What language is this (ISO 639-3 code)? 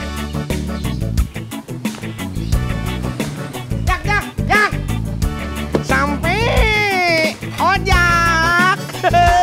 ind